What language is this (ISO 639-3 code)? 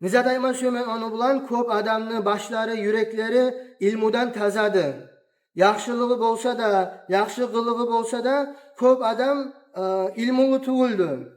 kum